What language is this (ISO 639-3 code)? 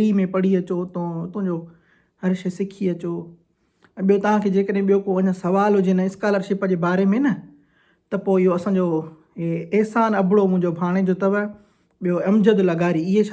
snd